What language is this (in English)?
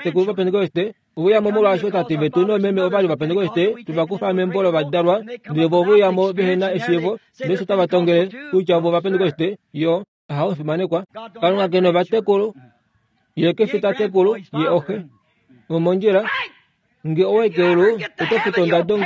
Kuanyama